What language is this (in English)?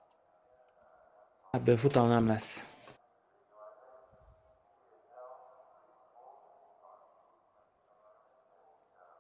Hungarian